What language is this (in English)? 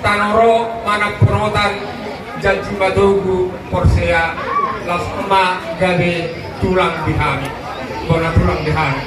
Batak Toba